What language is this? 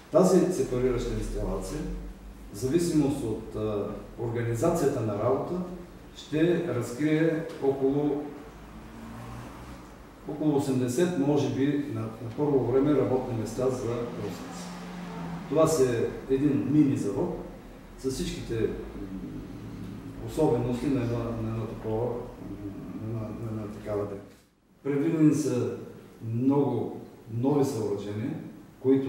Bulgarian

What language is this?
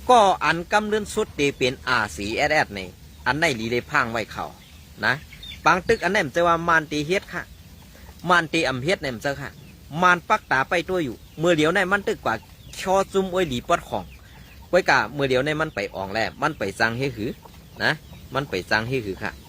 Shan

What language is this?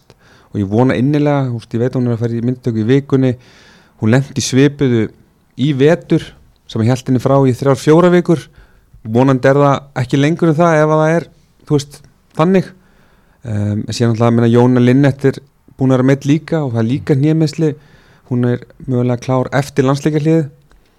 Icelandic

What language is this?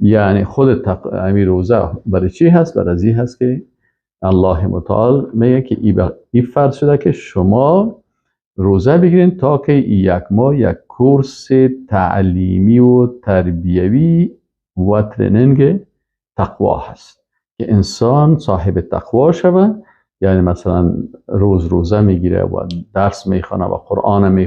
Persian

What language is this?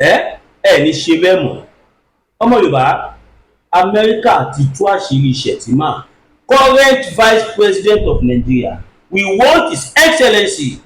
Yoruba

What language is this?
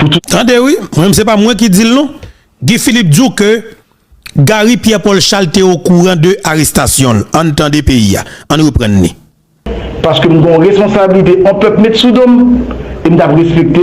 Haitian Creole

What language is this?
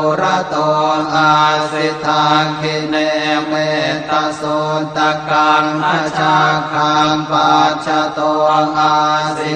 Pali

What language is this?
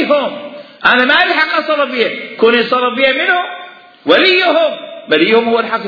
Mesopotamian Arabic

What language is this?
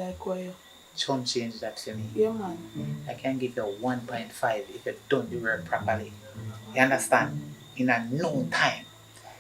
Jamaican Creole English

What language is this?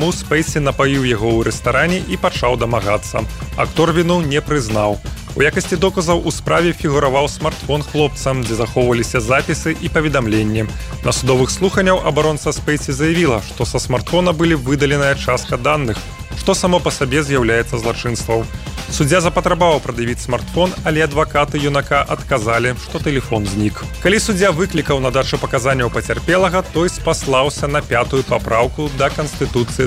Belarusian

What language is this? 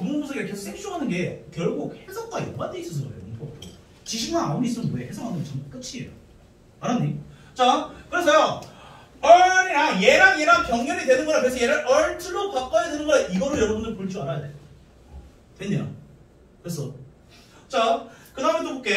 Korean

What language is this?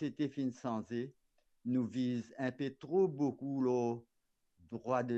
Morisyen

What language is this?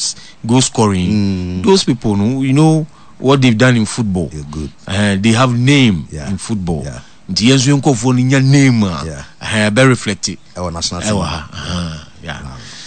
Akan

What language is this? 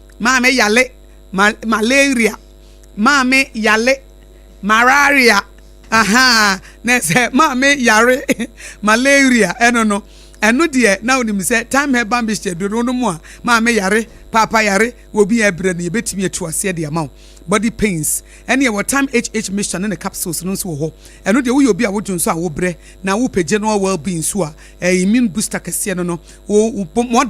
Akan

